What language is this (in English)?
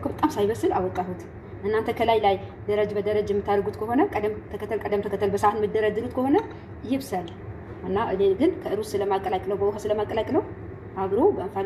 Amharic